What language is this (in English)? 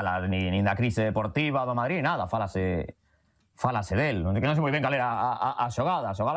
Galician